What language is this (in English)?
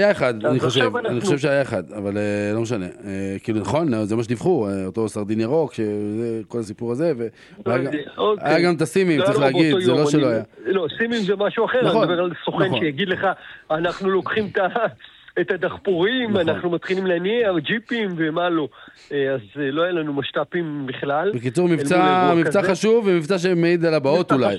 Hebrew